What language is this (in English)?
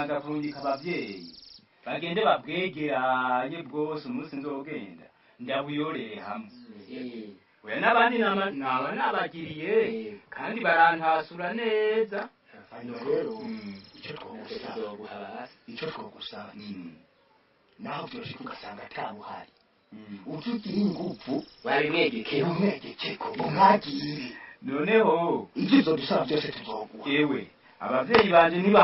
Rundi